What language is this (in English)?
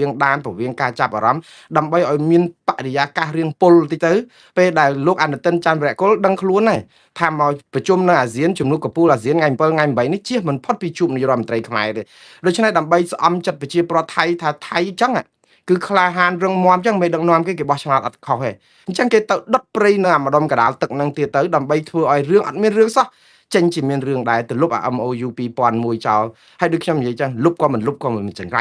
Khmer